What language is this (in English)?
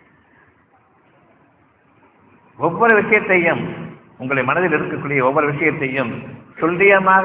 Tamil